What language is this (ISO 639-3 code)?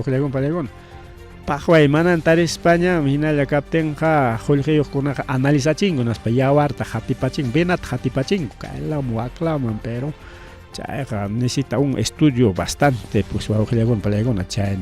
quy